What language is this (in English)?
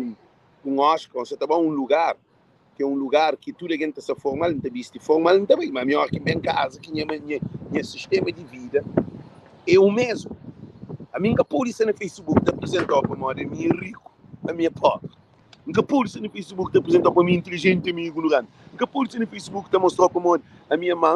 Kabuverdianu